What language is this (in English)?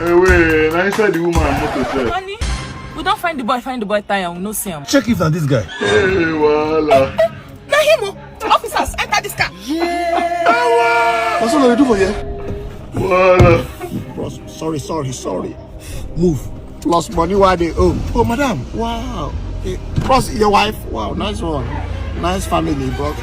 Nigerian Pidgin